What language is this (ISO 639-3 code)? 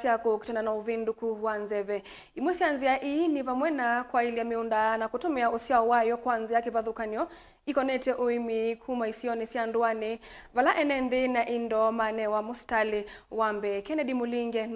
kam